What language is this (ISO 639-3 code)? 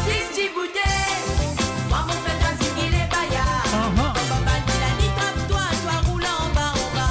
mfe